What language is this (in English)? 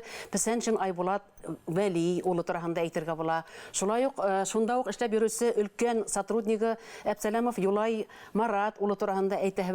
Bashkir